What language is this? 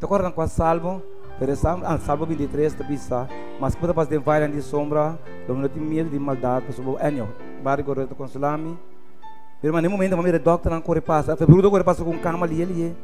Papiamento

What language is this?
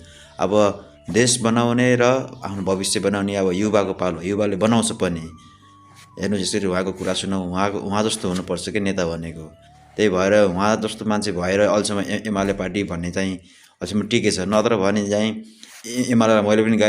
Nepali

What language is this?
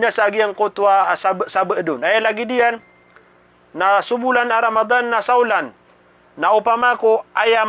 Maranao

